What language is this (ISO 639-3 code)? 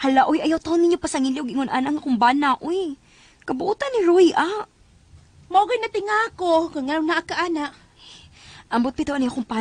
ceb